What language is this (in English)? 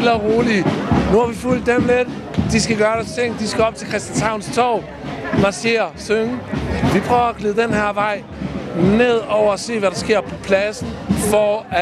Danish